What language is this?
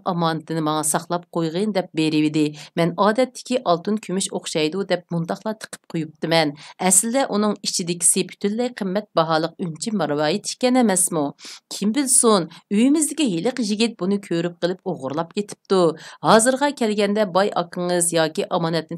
Uyghur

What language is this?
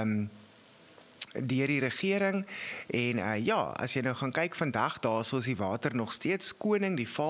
Afrikaans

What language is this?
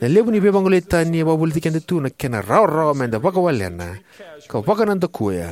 Fijian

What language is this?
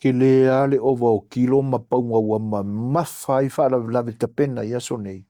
Samoan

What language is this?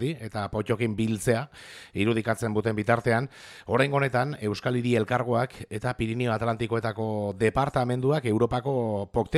Basque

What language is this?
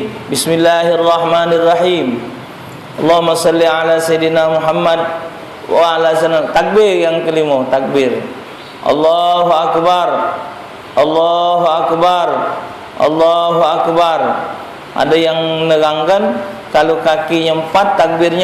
Musi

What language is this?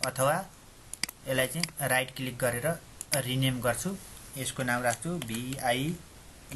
Nepali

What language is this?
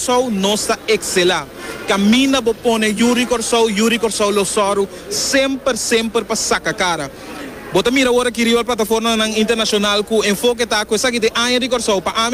Papiamento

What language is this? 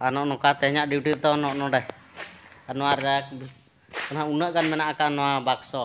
Santali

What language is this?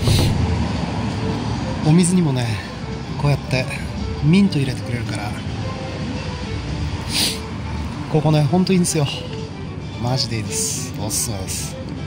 Japanese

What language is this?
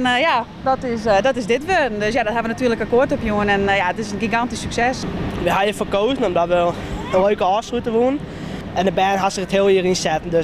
Western Frisian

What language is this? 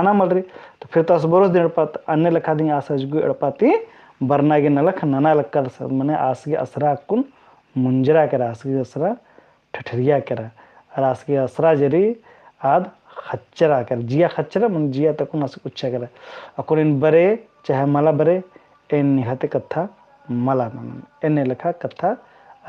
Kurukh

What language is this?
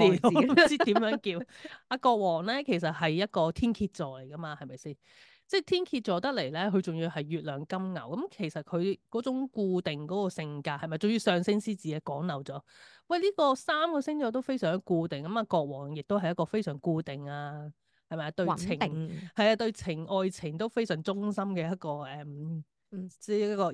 Cantonese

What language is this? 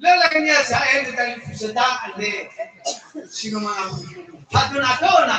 Nias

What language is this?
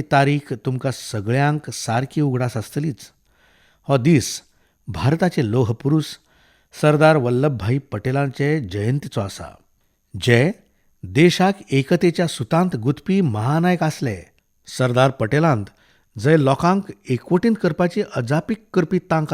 Konkani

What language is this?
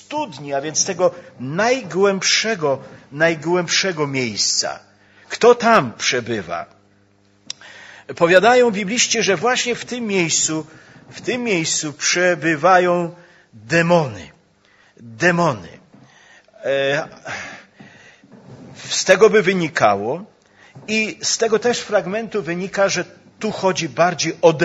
Polish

